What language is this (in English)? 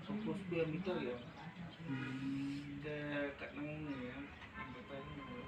Khasi